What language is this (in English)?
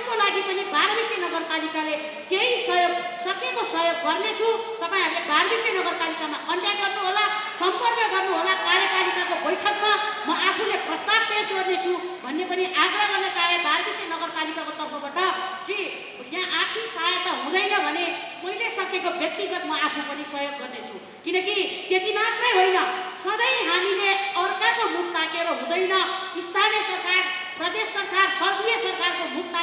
Nepali